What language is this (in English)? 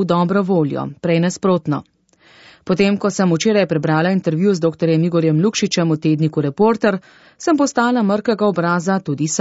Slovenian